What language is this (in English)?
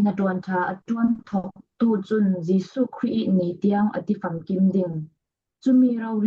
Falam Chin